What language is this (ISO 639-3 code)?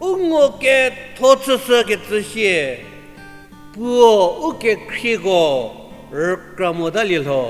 njm